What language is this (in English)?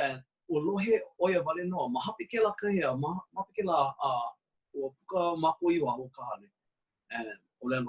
Hawaiian